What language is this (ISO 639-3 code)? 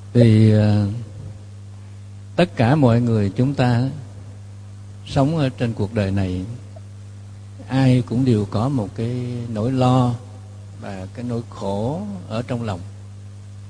vie